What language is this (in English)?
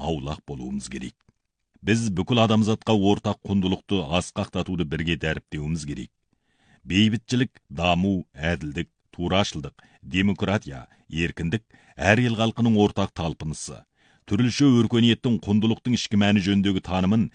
Kazakh